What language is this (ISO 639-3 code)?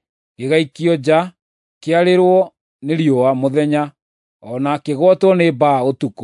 kik